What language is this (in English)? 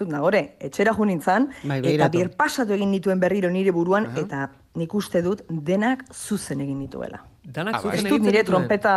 Basque